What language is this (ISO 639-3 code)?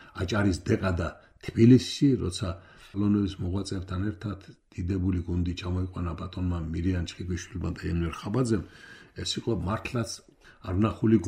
kat